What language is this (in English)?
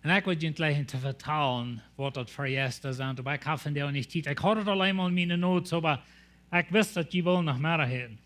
Plautdietsch